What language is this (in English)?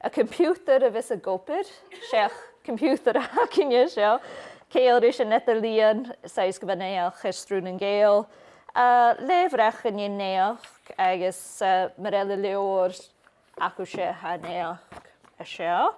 Scottish Gaelic